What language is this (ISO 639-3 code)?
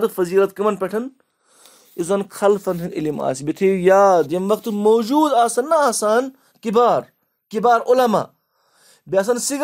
kas